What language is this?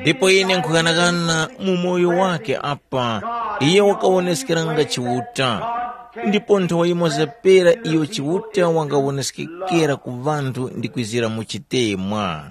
Tumbuka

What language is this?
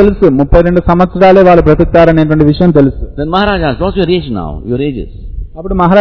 Telugu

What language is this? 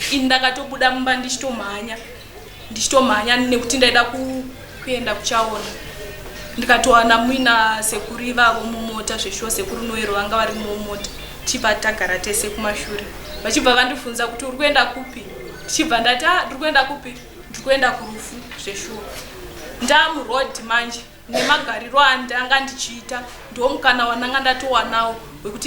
Shona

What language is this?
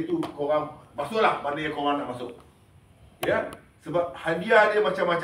Malay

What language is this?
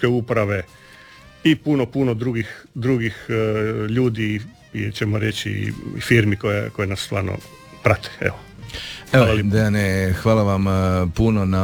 Croatian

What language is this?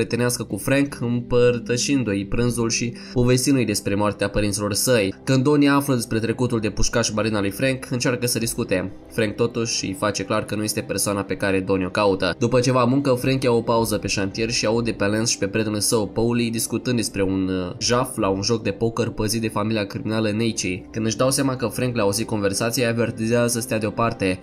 Romanian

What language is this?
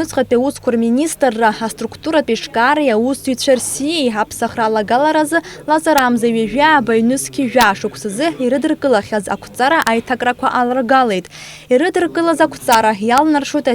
Abkhazian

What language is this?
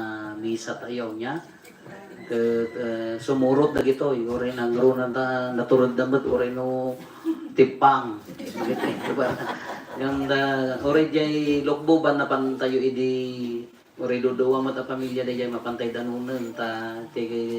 Iloko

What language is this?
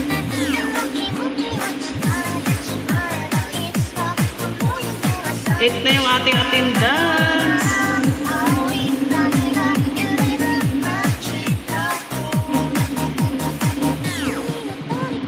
Filipino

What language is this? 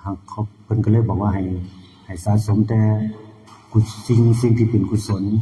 Lao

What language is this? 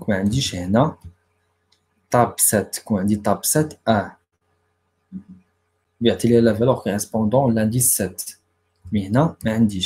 Moroccan Arabic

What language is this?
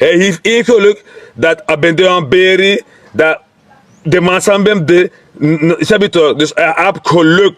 Sranan Tongo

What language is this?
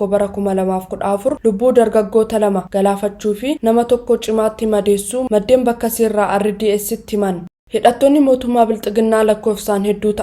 Oromo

